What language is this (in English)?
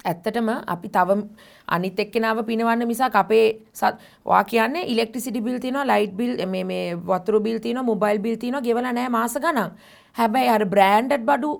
Sinhala